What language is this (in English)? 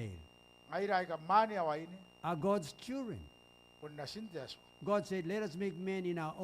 Gilbertese